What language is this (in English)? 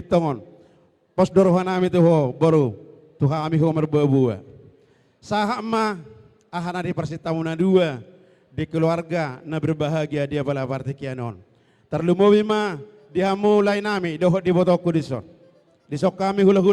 Batak Toba